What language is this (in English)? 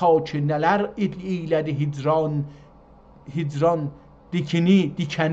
South Azerbaijani